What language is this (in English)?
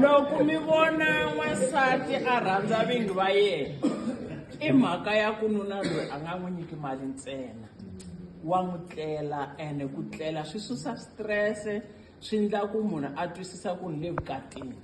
Tsonga